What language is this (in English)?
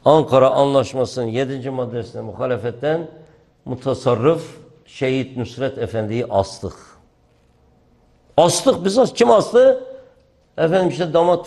Turkish